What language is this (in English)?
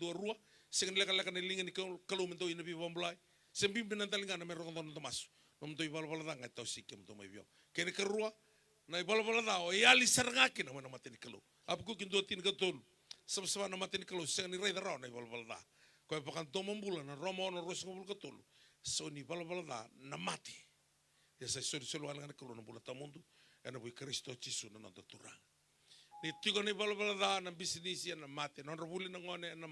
Fijian